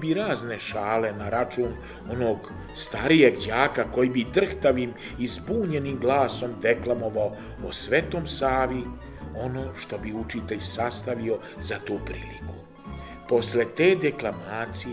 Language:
Serbian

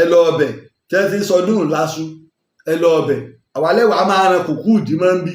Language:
Yoruba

